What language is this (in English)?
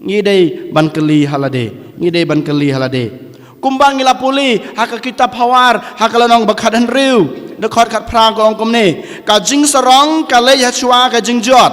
Khasi